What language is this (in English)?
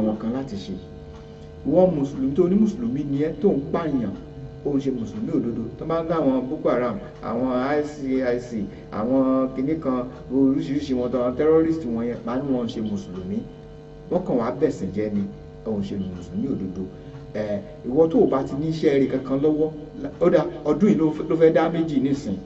Yoruba